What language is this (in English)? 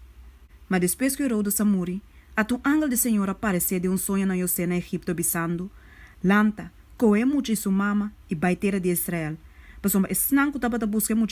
Papiamento